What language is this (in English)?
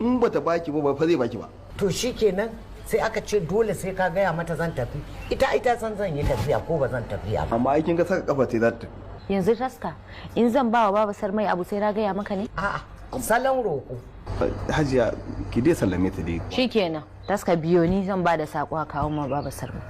Hausa